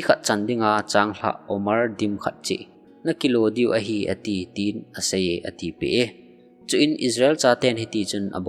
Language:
Thado Chin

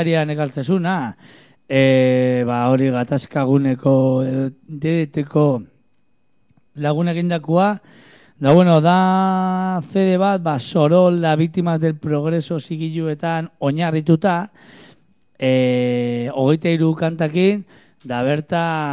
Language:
Basque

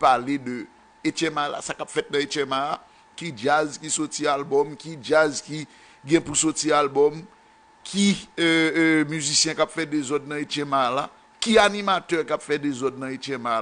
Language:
Haitian Creole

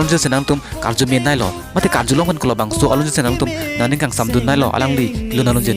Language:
Karbi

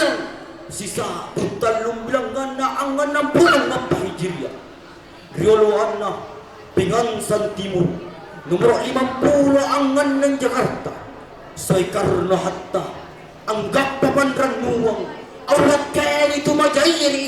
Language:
Makasar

